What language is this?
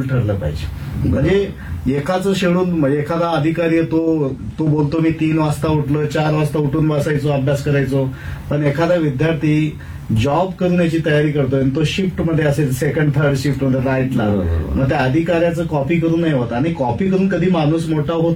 Marathi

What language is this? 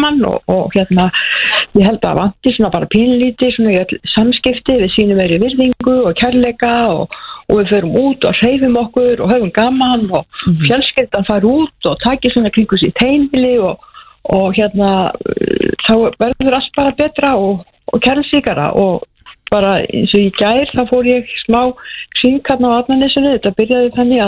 Icelandic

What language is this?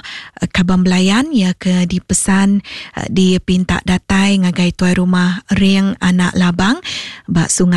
Iban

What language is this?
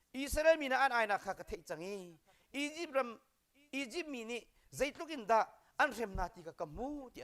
Hakha Chin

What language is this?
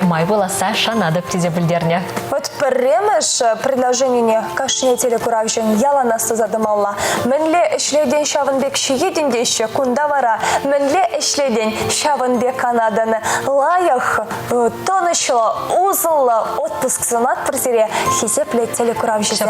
Chuvash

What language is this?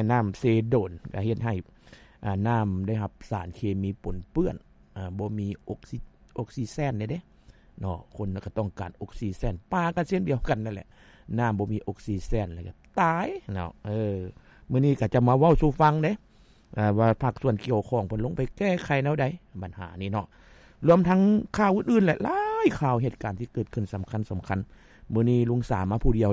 Lao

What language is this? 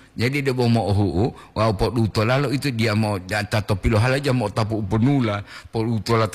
Gorontalo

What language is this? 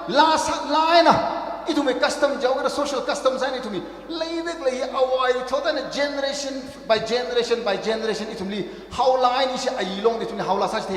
Tangkhul Naga (India)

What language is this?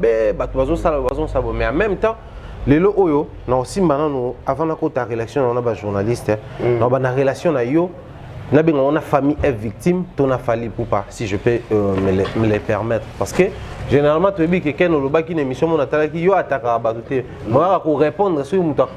Lingala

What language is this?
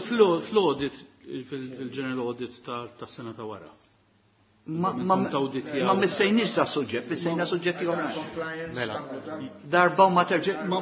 Maltese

